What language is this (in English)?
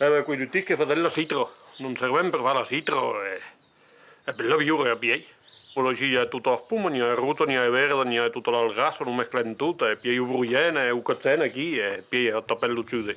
Occitan